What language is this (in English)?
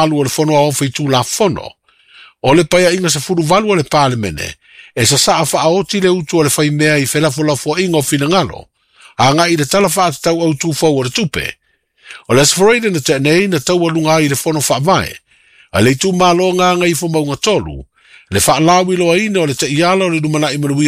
Samoan